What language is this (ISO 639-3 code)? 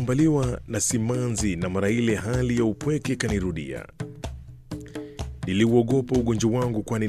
swa